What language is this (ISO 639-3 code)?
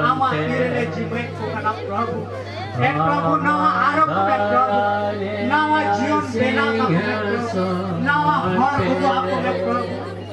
sat